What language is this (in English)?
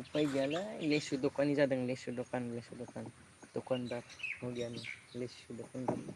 Bodo